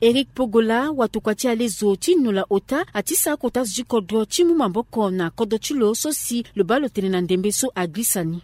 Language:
Sango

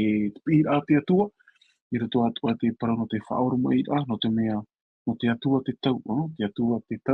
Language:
Tahitian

